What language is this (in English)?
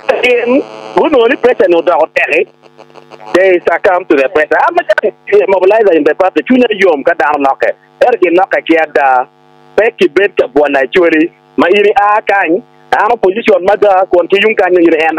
Acoli